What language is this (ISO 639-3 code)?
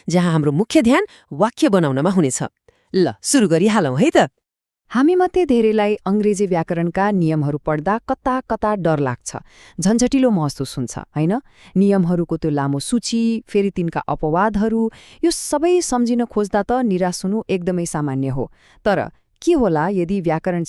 nep